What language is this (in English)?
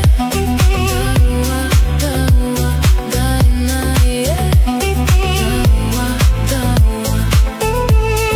Russian